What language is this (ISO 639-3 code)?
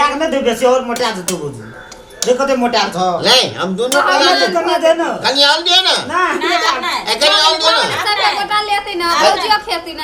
mai